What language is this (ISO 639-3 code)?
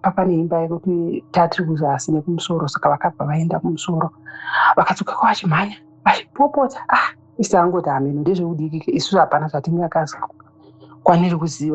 sna